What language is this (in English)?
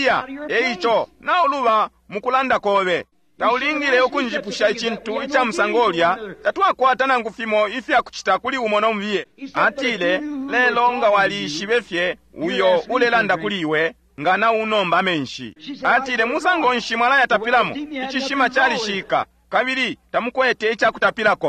Bemba